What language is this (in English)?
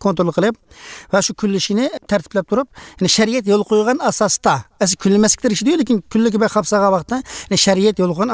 Uyghur